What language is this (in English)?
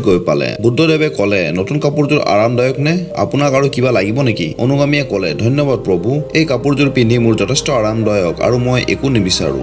Assamese